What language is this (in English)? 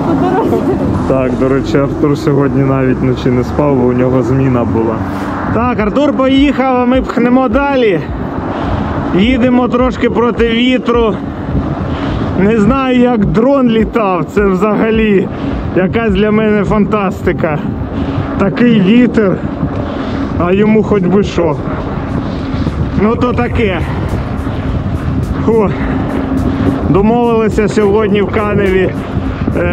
Ukrainian